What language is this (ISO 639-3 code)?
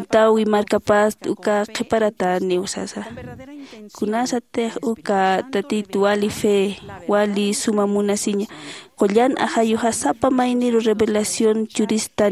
aym